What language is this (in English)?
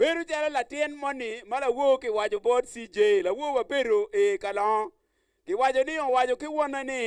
Acoli